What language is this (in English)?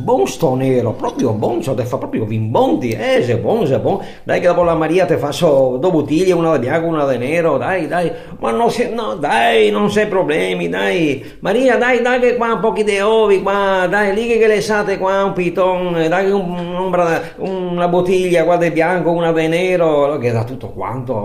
Venetian